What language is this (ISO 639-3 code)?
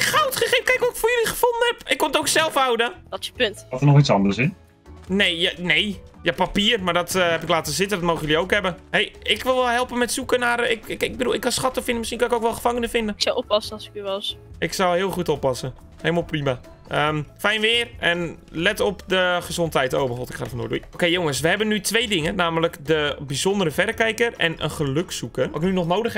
nld